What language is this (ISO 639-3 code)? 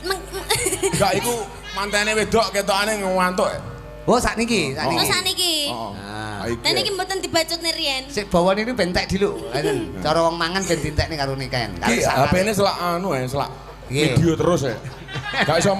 jav